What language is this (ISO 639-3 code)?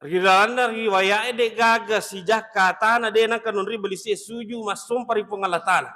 bug